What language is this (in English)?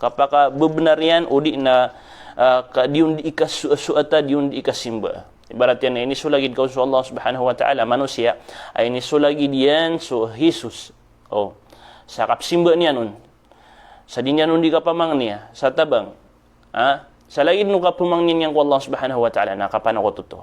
Maranao